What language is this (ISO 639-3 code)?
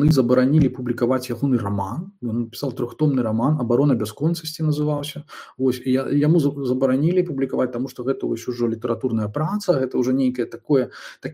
bel